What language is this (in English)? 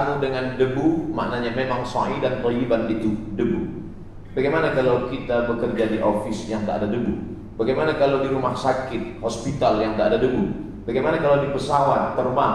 Malay